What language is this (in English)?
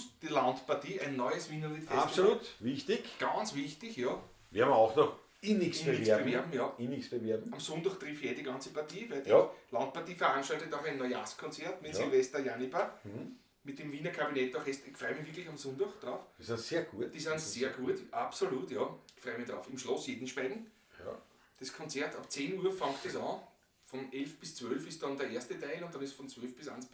Bavarian